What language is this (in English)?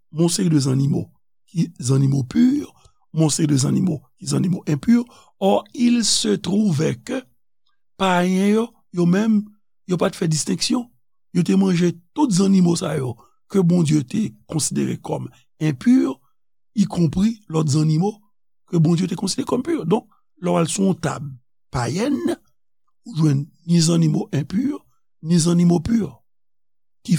Haitian Creole